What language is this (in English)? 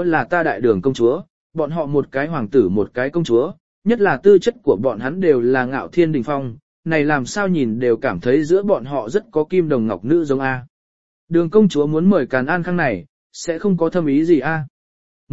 Vietnamese